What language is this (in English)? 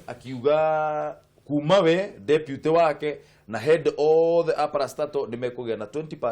Kikuyu